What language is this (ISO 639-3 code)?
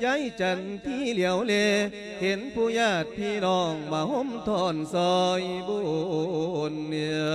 lao